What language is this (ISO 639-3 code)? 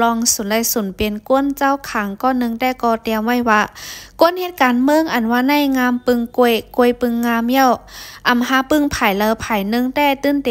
shn